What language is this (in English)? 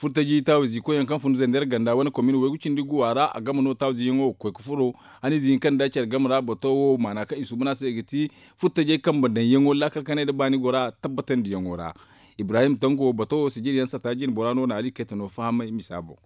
Zarma